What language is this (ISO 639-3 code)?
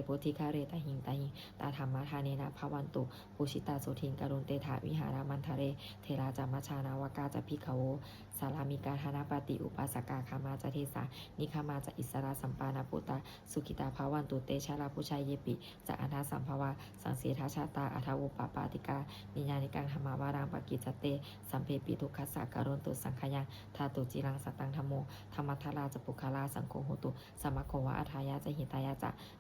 pli